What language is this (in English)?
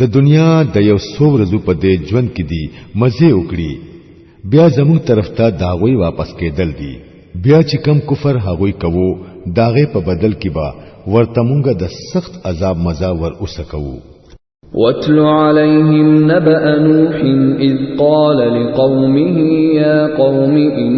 Pashto